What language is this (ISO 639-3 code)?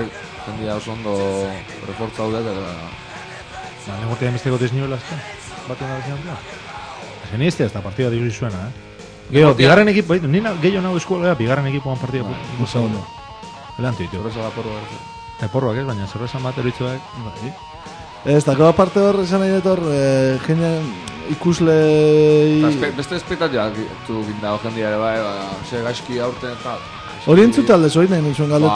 eus